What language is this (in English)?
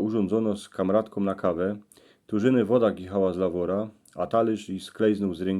Silesian